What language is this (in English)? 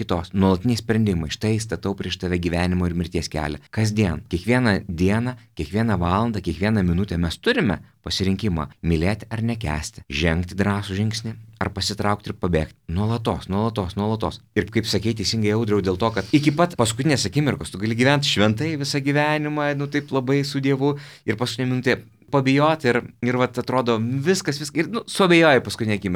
Lithuanian